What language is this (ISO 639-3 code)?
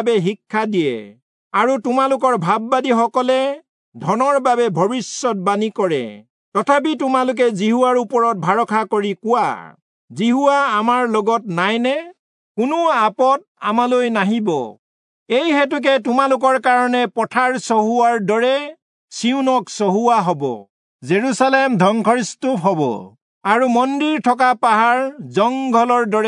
asm